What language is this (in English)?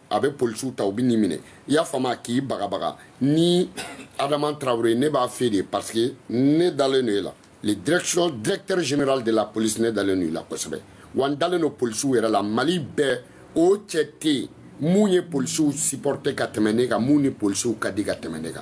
Bambara